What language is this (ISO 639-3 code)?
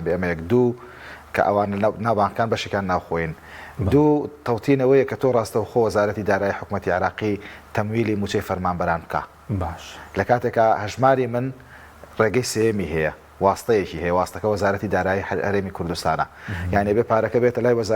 ckb